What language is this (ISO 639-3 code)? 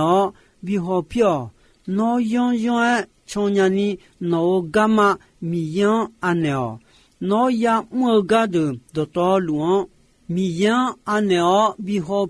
ahk